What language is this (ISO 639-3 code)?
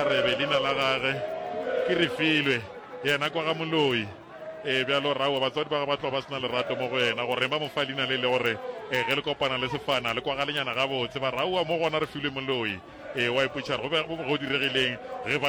nso